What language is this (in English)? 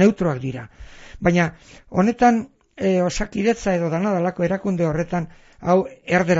Basque